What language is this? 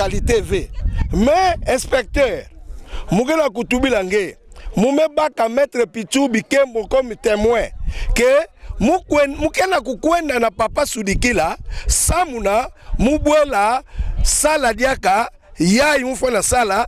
Kituba (Democratic Republic of Congo)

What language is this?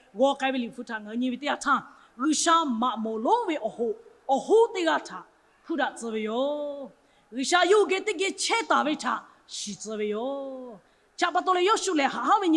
Lahu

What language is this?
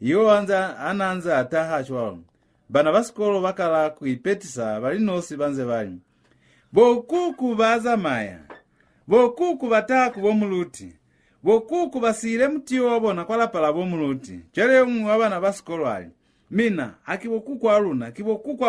Lozi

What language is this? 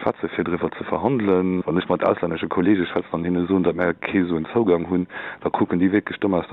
Luxembourgish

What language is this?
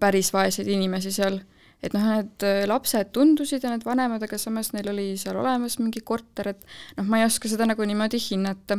Estonian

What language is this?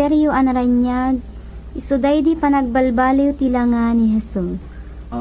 Iloko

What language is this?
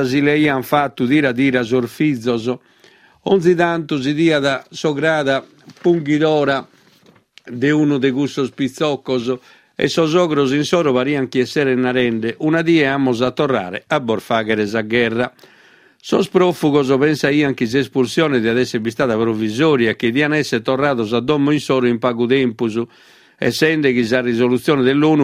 Sardinian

